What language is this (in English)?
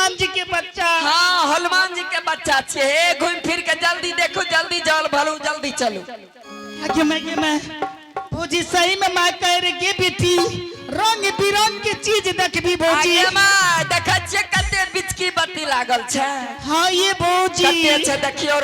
Angika